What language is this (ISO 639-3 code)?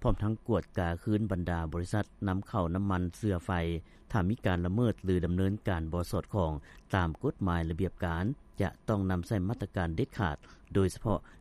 lao